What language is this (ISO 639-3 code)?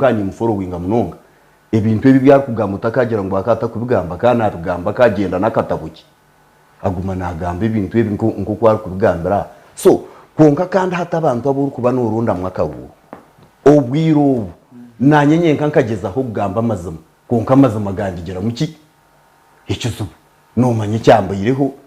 nyn